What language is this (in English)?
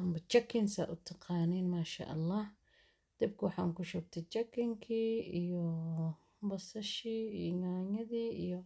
Somali